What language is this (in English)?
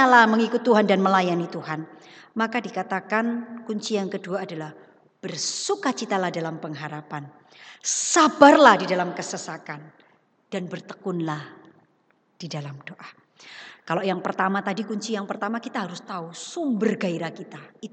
Indonesian